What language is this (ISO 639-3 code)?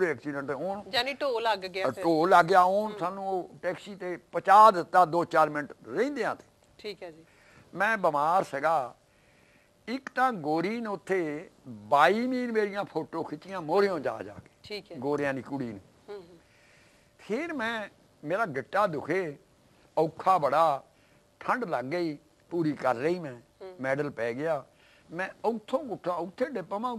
pan